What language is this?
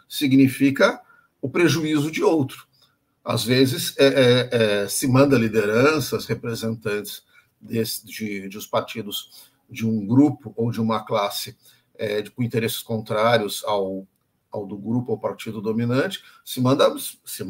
Portuguese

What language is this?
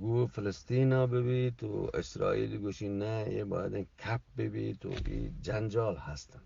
Eastern Balochi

